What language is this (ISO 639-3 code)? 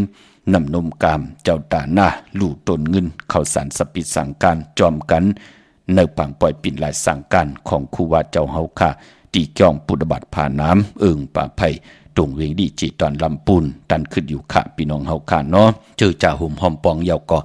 shn